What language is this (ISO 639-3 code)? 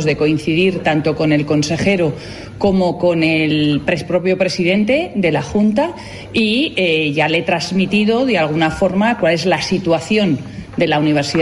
spa